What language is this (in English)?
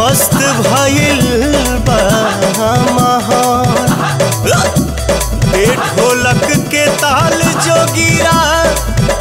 Bhojpuri